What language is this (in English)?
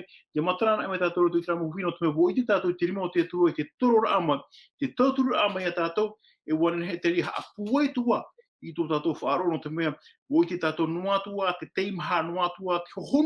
Tahitian